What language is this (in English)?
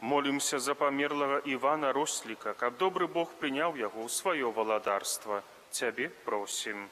Belarusian